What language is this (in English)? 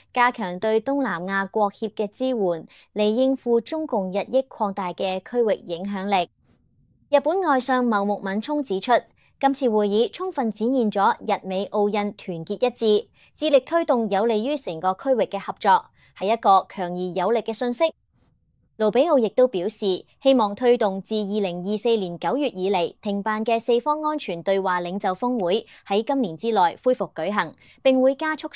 Cantonese